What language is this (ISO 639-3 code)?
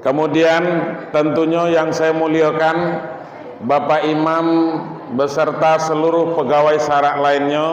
min